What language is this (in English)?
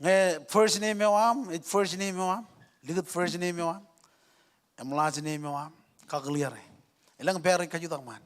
Marshallese